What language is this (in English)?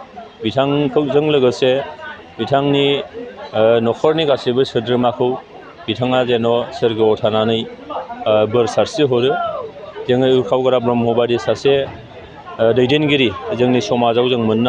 Bodo